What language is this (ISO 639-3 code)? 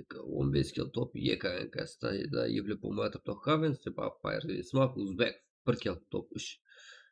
kaa